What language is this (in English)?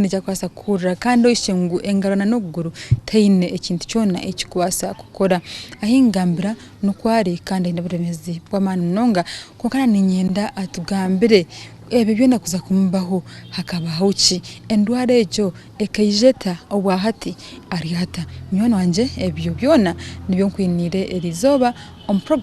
Nyankole